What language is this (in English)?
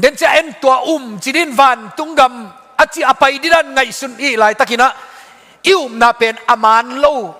Tedim Chin